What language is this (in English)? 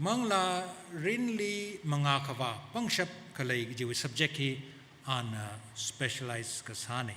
Tangkhul Naga (India)